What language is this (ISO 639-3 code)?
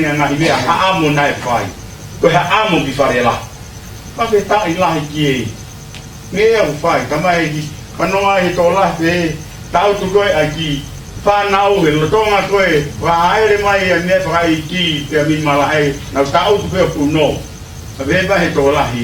ton